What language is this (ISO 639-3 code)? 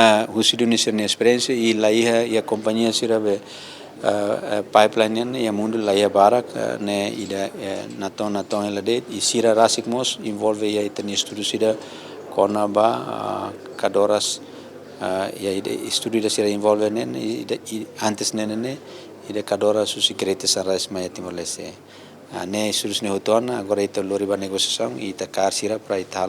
tet